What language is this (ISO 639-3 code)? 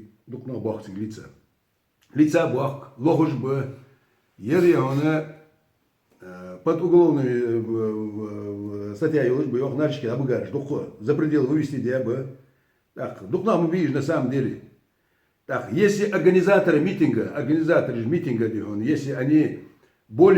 inh